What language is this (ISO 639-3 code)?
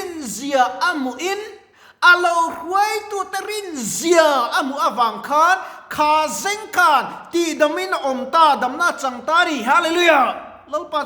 lus